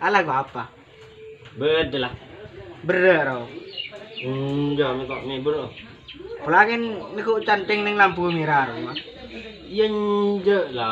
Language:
Madurese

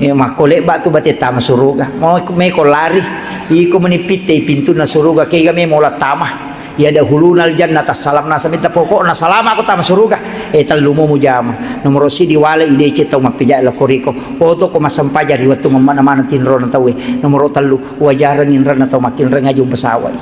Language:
Buginese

